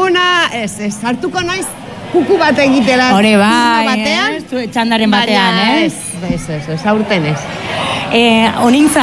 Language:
Basque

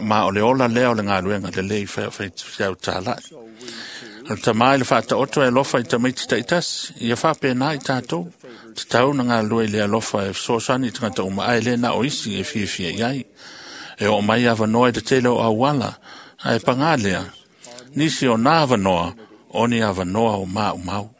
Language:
Samoan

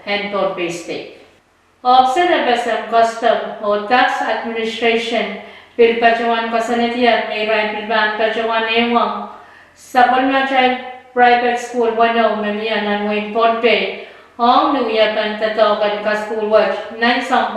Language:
Pohnpeian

